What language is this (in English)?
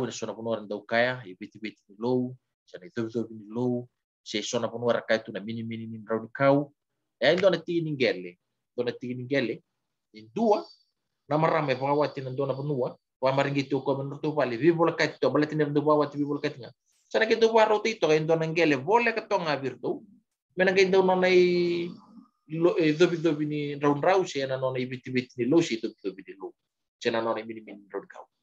Fijian